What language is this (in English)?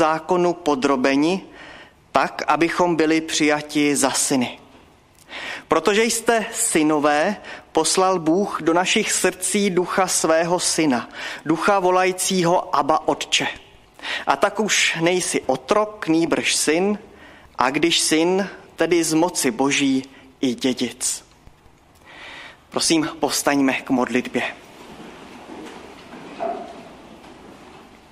Czech